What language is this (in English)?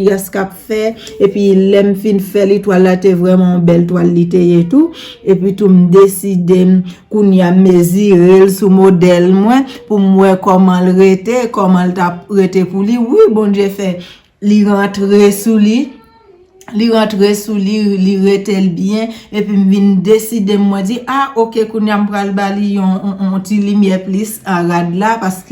Haitian Creole